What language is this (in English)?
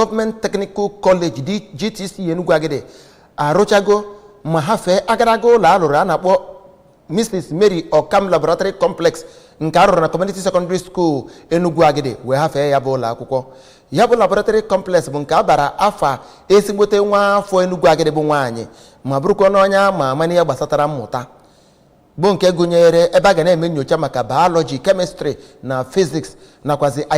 Igbo